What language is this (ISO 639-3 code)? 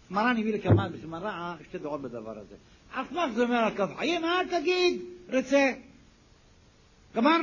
heb